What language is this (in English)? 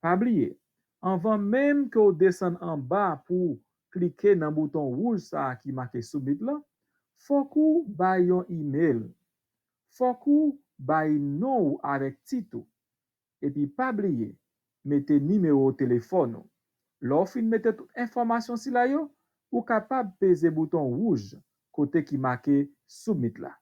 Haitian Creole